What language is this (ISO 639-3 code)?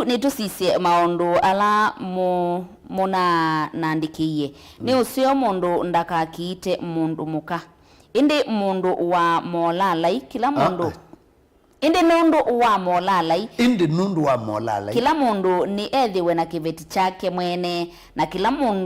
kam